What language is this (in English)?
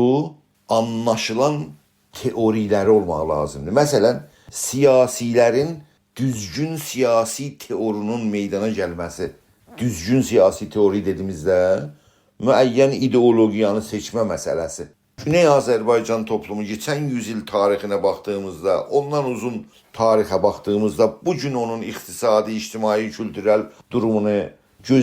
South Azerbaijani